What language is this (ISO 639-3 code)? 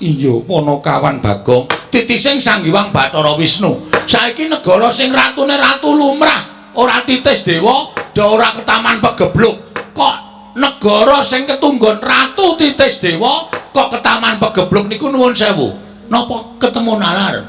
jav